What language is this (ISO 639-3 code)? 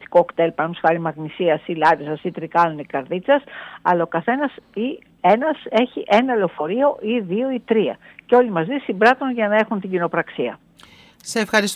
ell